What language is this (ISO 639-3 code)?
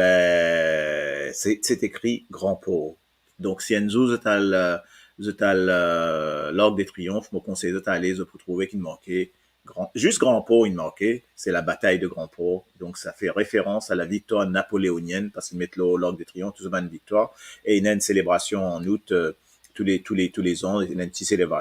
mfe